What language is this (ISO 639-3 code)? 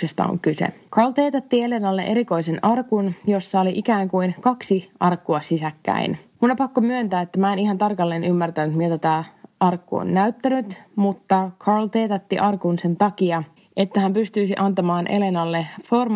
fin